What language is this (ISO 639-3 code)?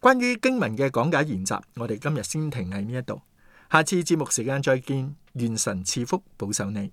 yue